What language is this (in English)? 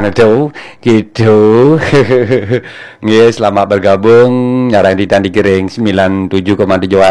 Balinese